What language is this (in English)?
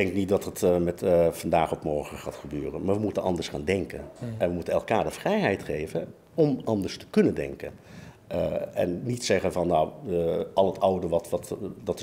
Dutch